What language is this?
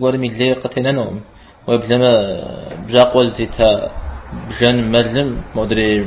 Kabardian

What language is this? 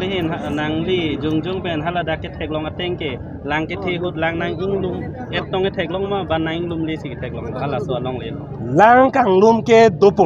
Karbi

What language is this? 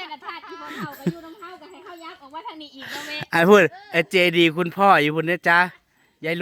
Northeastern Thai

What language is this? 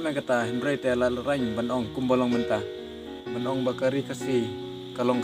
Khasi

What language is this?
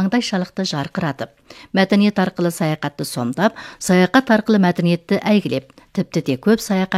Kazakh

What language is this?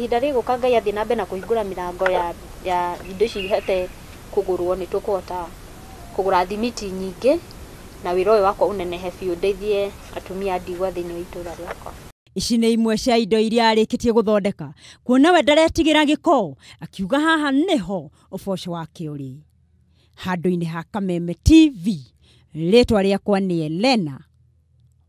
Kikuyu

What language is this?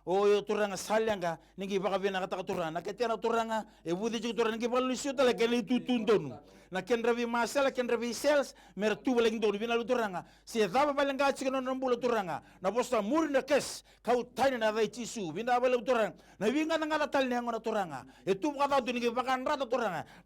Fijian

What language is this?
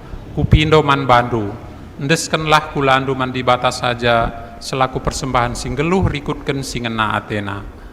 Batak Karo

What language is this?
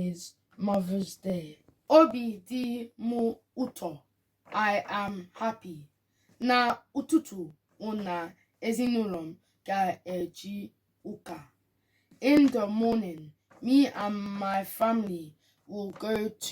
Igbo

